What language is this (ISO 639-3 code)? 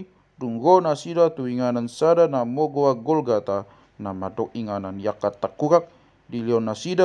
bbc